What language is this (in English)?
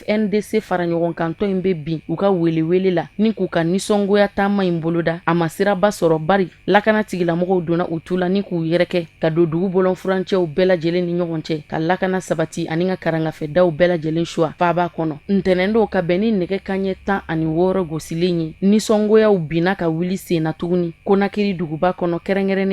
Bambara